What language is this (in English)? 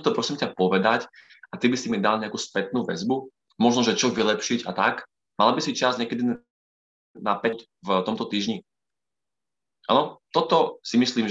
Slovak